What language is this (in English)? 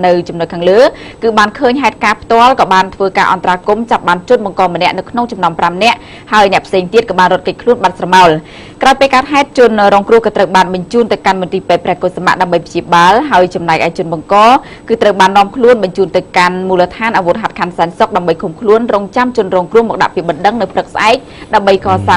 Khmer